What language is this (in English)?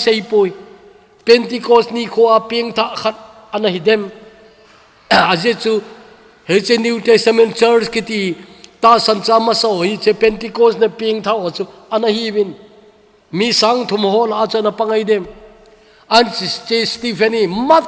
Thado Chin